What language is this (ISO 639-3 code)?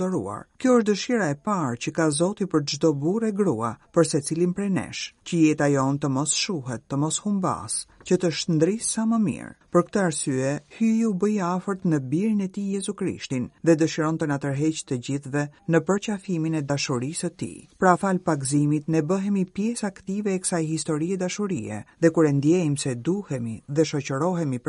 sqi